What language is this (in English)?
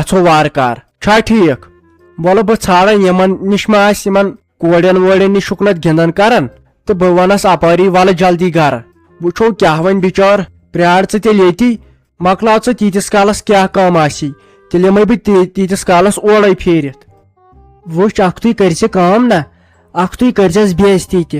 Kashmiri